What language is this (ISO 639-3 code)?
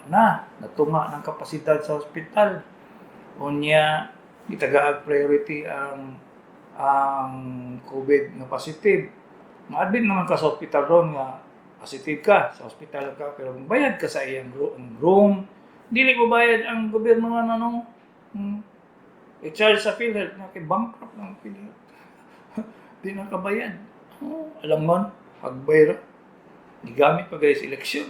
ceb